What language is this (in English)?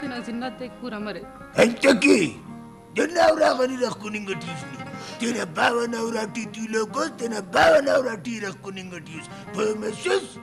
Brahui